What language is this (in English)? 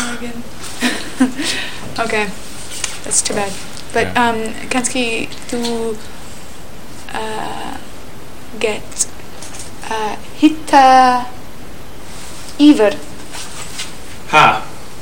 Icelandic